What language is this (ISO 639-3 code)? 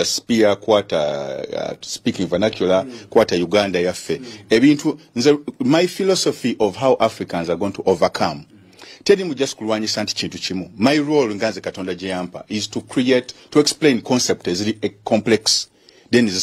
lug